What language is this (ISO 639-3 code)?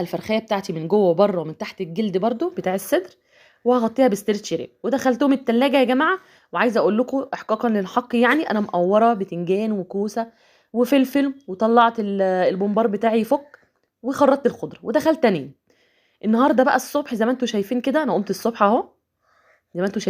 arz